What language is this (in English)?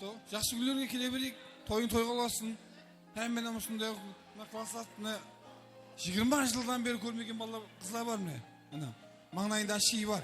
Kara-Kalpak